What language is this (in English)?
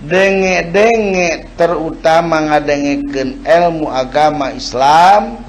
Sundanese